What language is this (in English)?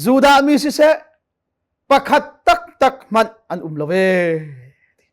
Hakha Chin